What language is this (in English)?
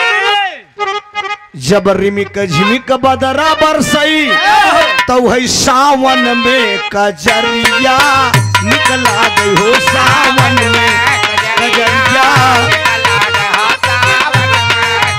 Bhojpuri